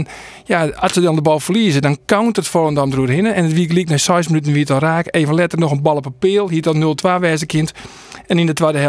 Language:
Western Frisian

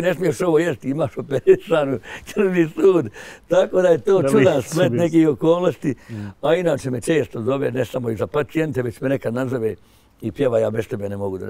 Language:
Bosnian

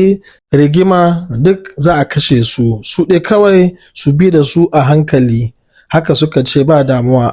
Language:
Hausa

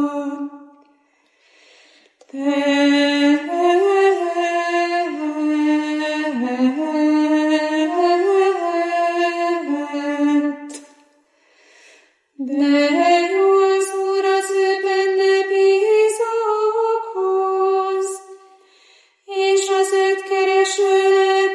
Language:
Hungarian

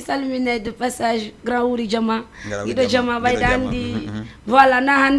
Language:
Fula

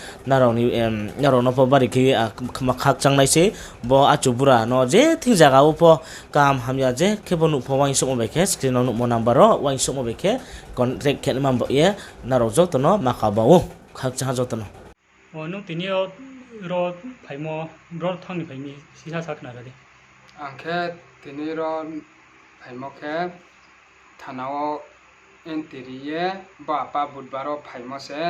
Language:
Riang (India)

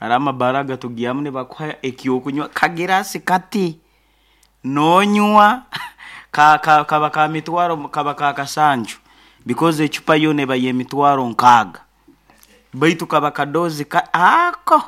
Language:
Nyankole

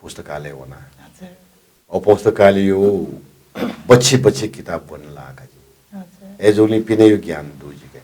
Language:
Newari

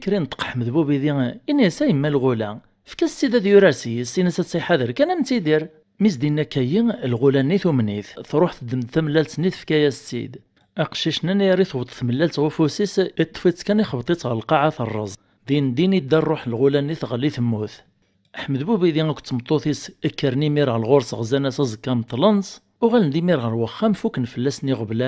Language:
Kabyle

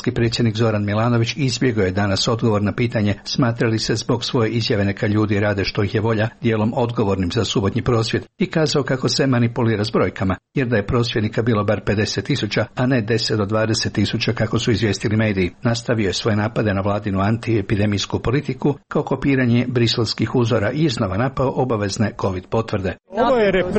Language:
Croatian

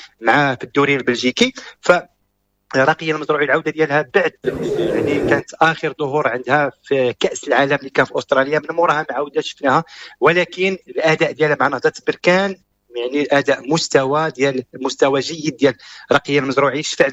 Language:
Moroccan Arabic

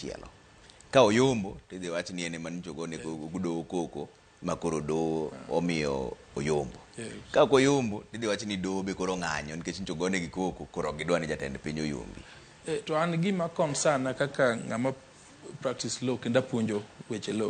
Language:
Luo (Kenya and Tanzania)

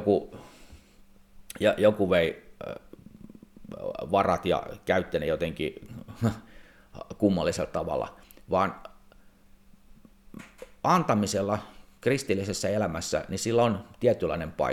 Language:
Finnish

